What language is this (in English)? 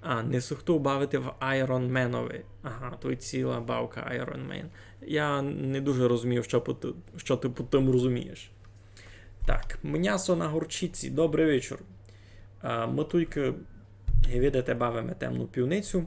Rusyn